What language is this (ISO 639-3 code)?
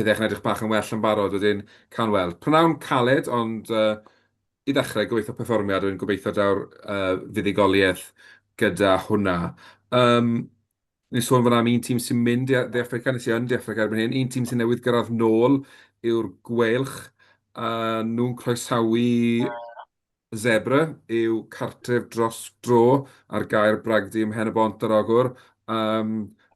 cym